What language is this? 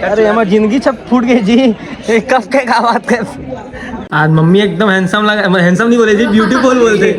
Chhattisgarhi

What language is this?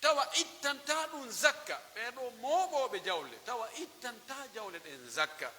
Pular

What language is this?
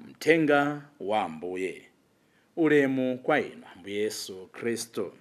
Nyanja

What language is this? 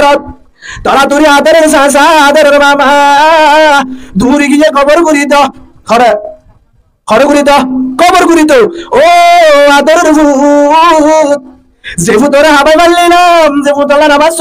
Rohingya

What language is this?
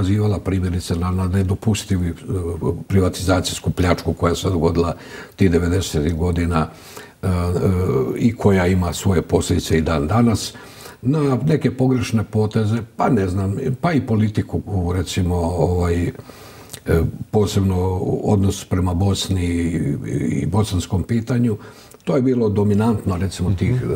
Croatian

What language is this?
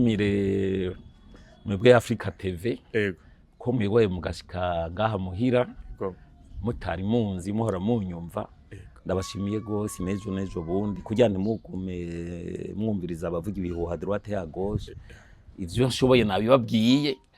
Rundi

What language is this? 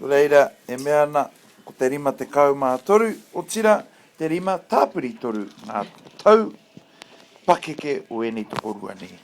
Māori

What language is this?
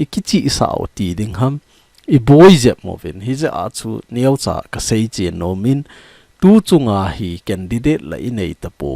Thado Chin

